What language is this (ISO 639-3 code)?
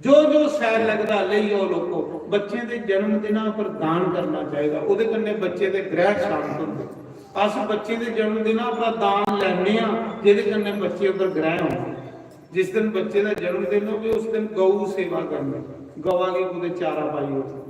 doi